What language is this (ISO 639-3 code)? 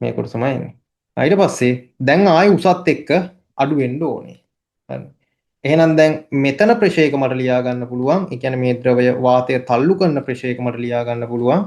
sin